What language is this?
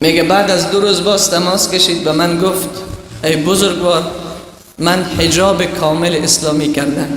Tajik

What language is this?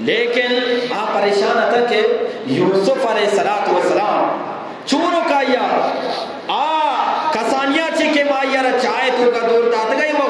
Eastern Balochi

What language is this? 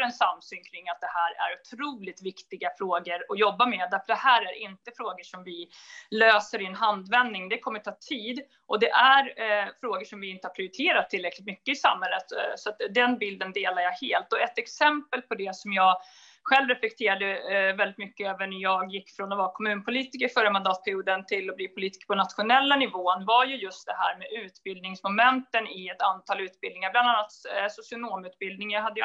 Swedish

